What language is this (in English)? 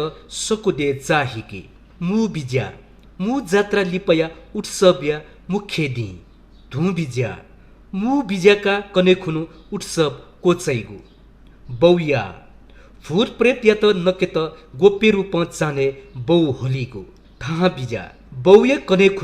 Newari